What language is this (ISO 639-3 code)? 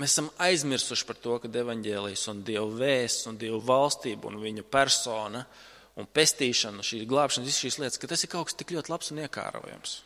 lav